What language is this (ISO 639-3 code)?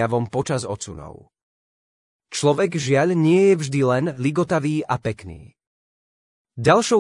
slk